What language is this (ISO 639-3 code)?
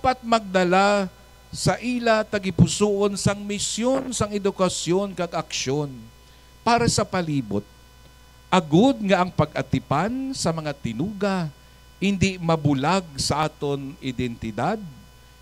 hil